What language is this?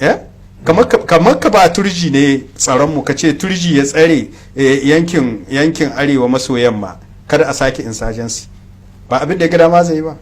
Hausa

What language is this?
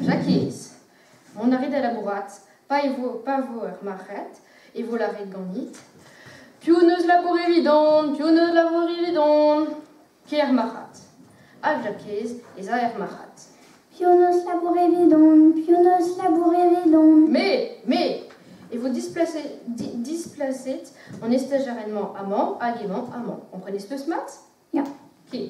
Breton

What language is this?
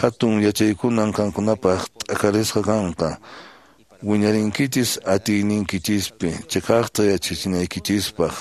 Quechua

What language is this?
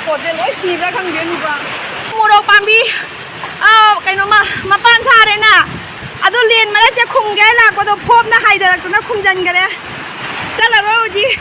Manipuri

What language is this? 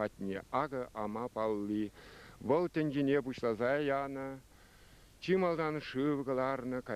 Chuvash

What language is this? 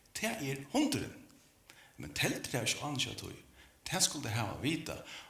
Faroese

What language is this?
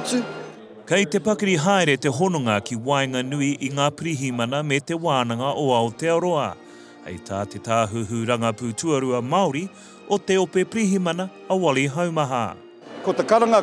Māori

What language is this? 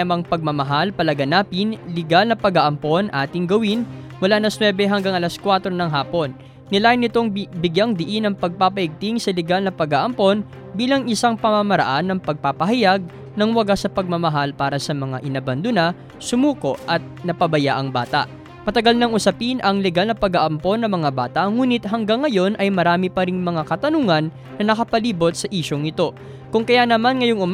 Filipino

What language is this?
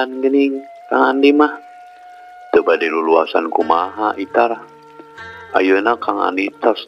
Sundanese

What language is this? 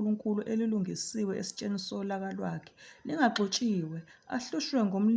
Zulu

